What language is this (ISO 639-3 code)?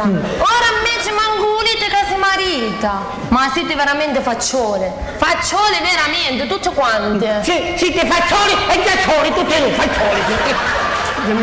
scn